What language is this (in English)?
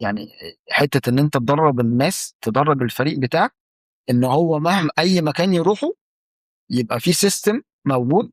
Egyptian Arabic